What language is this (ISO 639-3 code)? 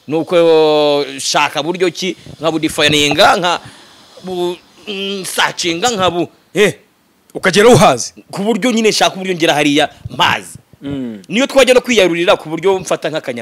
kin